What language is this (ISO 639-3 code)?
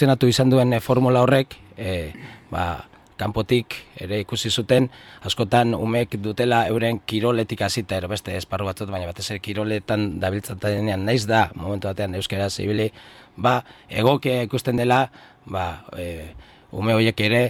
eus